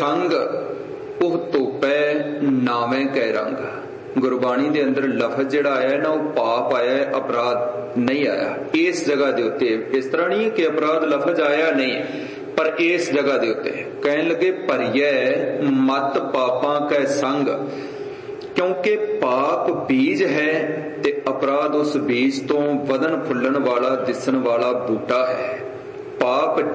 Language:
Punjabi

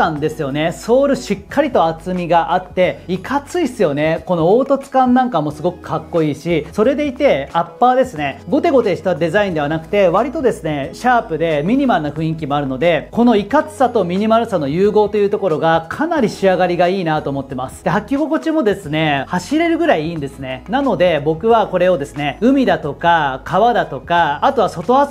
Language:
Japanese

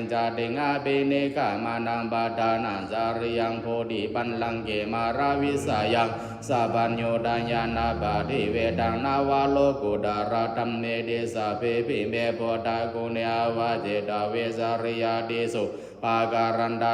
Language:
Pali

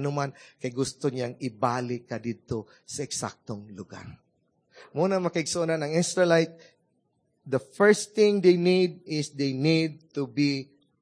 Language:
Cebuano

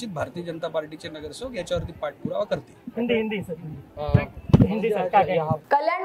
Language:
Marathi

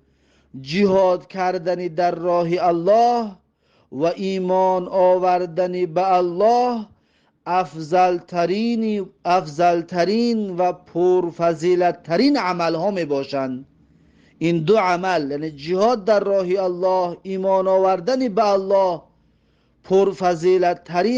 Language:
Tajik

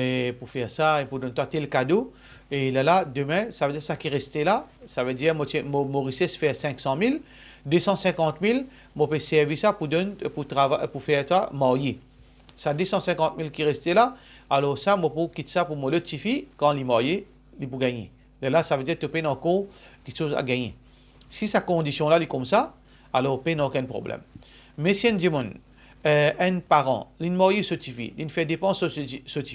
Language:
Morisyen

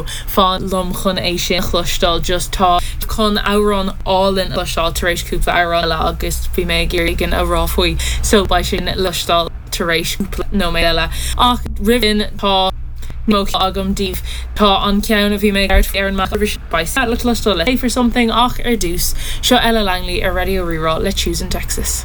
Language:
Irish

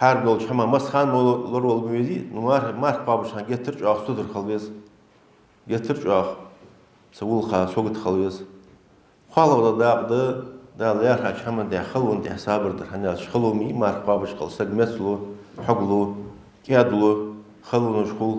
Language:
Ingush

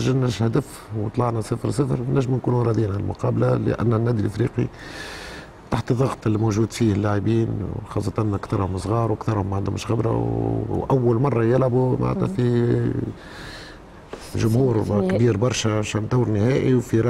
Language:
Tunisian Arabic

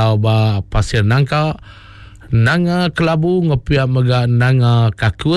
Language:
Iban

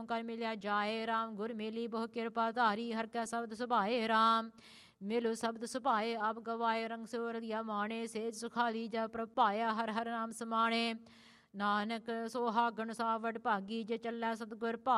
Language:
Punjabi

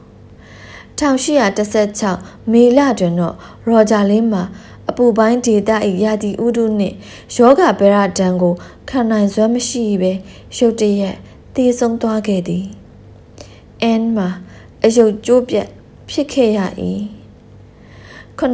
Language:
Burmese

